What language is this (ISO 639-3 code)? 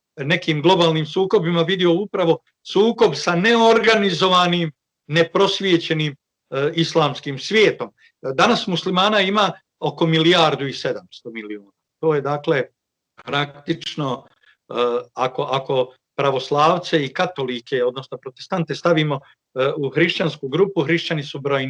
bos